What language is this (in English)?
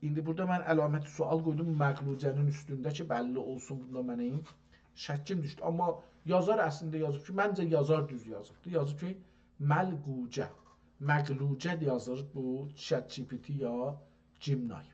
South Azerbaijani